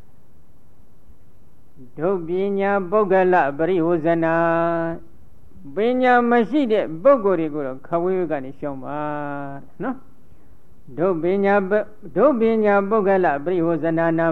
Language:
Burmese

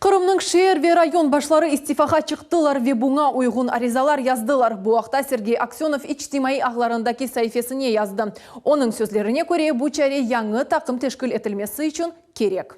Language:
Crimean Tatar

